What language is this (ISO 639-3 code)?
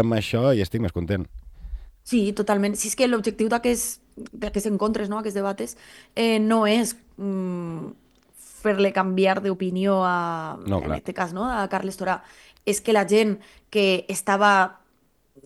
cat